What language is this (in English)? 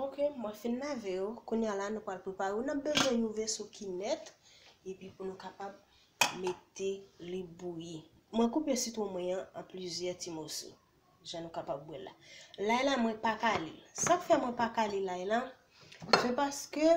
Haitian Creole